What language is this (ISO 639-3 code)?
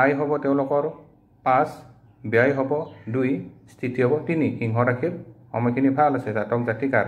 asm